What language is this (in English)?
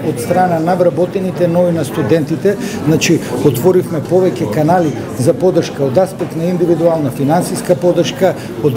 Macedonian